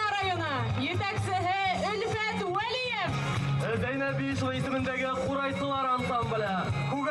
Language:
Bashkir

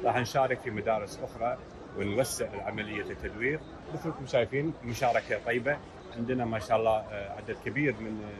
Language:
Gulf Arabic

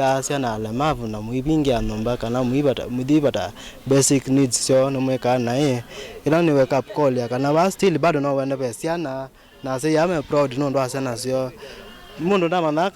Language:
Kamba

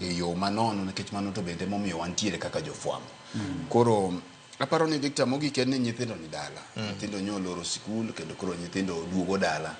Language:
Luo (Kenya and Tanzania)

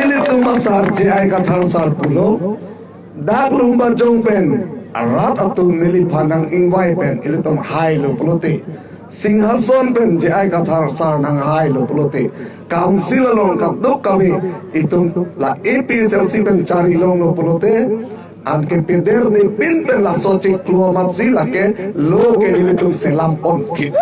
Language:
Karbi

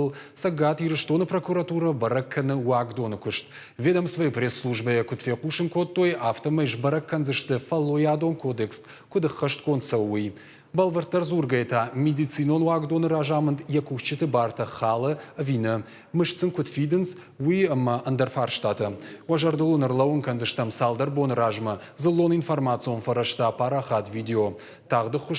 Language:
Ossetic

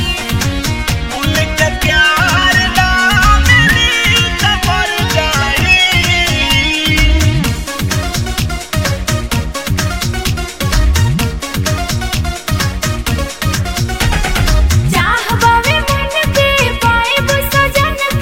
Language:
Bhojpuri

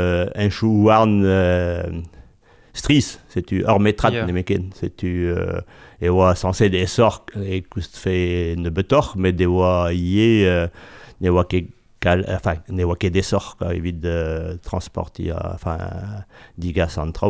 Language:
Breton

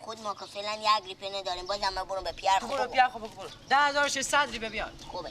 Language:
Persian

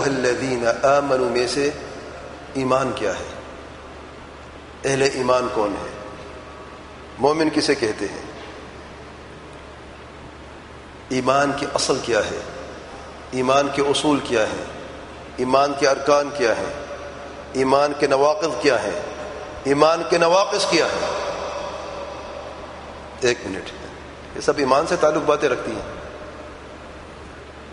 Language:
Urdu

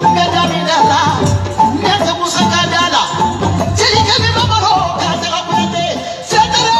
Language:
Bambara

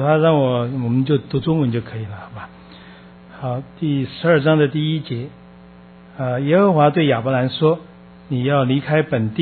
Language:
Chinese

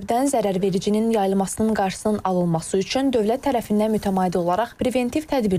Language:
Azerbaijani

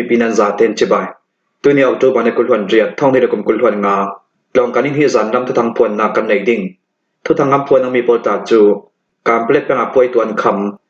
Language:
Falam Chin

